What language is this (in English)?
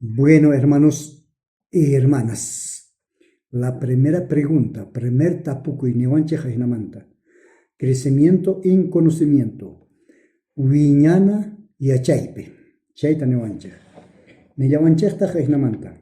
South Bolivian Quechua